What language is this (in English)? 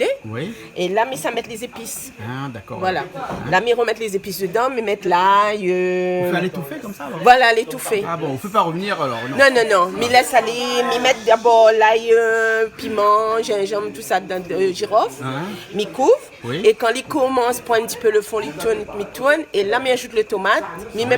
Réunion Creole French